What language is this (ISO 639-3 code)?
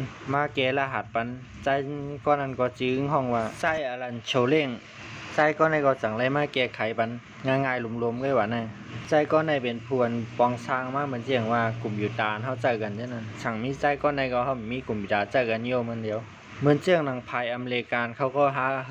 shn